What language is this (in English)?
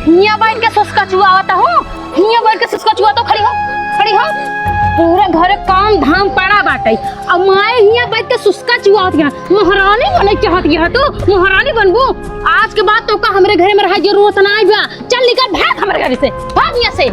Awadhi